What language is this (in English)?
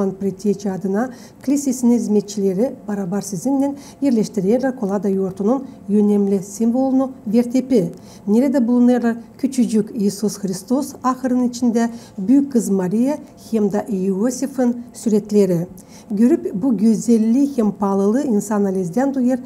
Gagauz